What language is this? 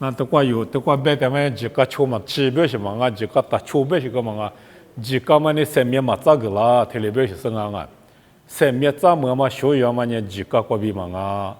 Lisu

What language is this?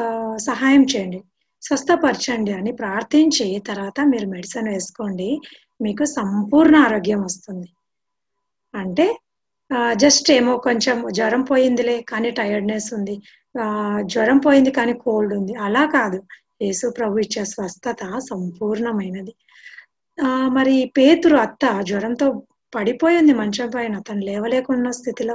Telugu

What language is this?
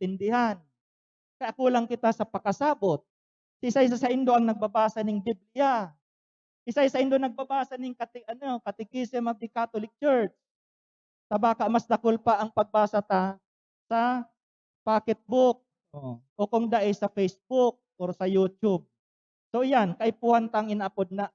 Bikol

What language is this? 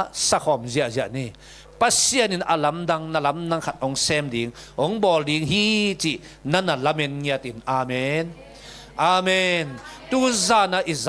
Tedim Chin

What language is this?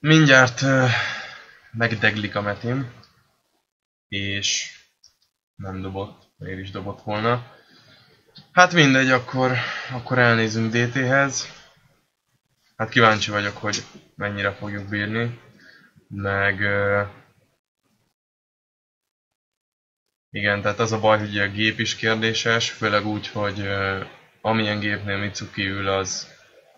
Hungarian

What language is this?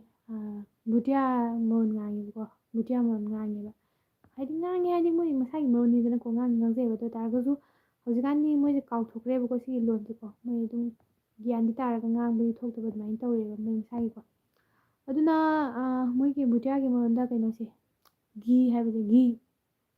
Manipuri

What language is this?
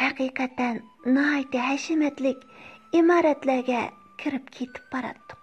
Uyghur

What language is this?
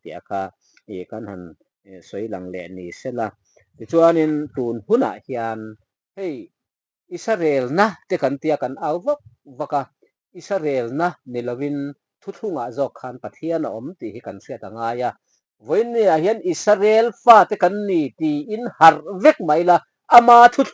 Mizo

